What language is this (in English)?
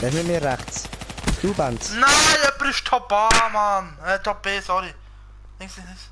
Swiss German